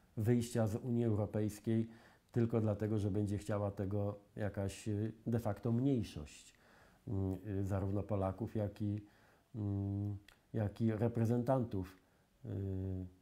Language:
Polish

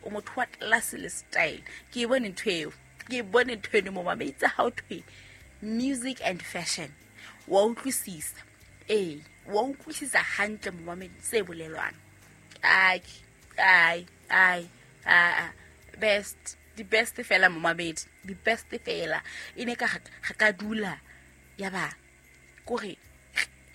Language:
Southern Sotho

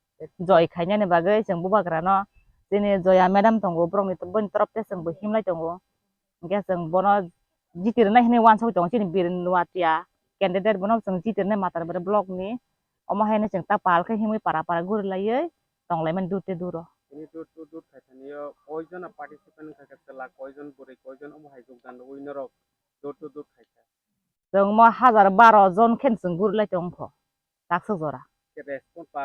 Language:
Kok Borok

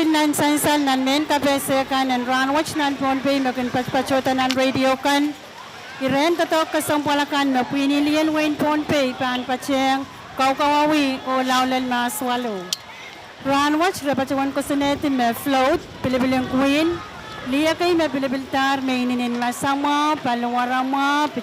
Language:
Pohnpeian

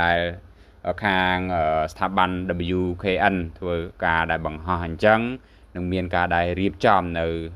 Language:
Khmer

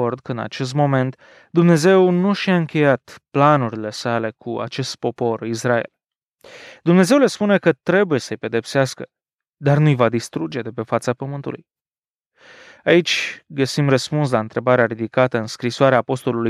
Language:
Romanian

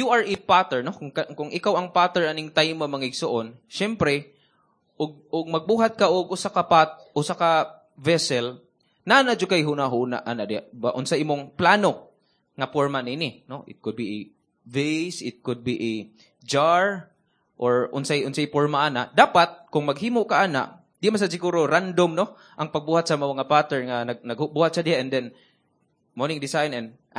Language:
Cebuano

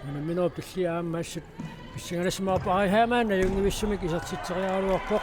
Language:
Kalaallisut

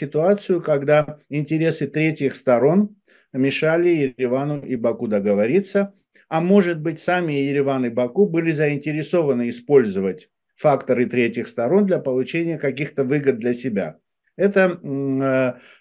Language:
Russian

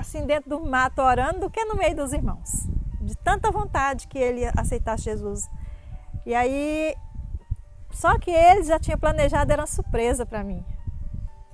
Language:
Portuguese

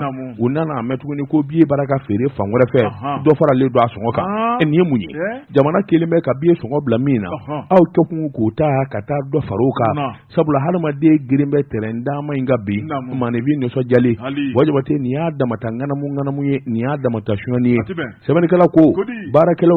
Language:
Bambara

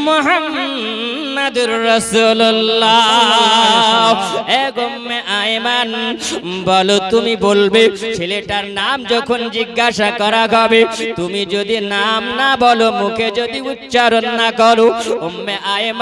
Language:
Bangla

